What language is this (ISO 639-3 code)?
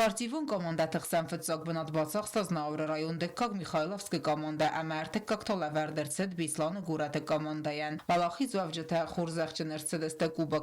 oss